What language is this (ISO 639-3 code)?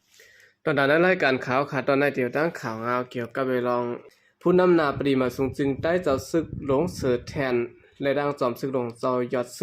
shn